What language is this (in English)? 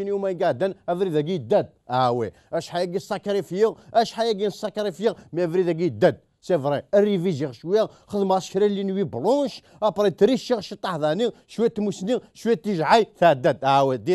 Kabyle